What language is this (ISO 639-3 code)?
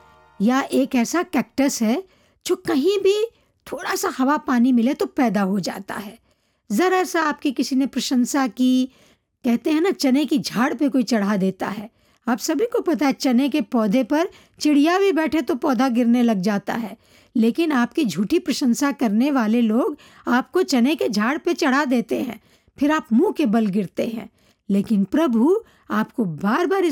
hin